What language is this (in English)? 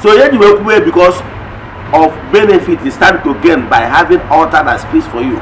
Igbo